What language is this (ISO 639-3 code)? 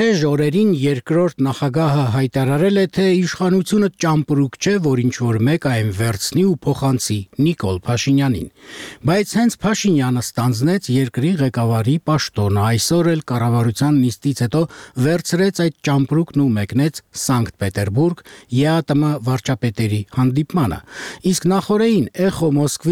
hye